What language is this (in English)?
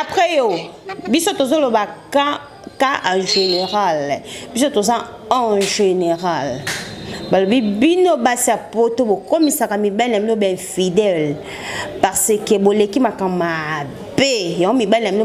Lingala